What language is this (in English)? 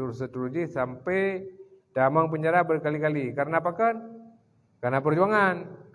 Achinese